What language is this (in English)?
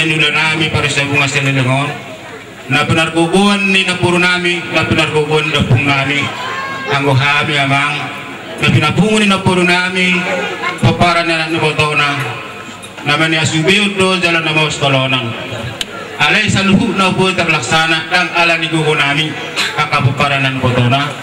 Batak Toba